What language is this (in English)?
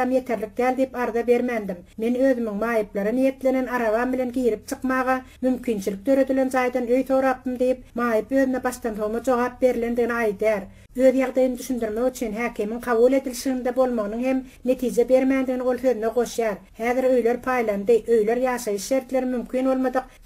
Turkmen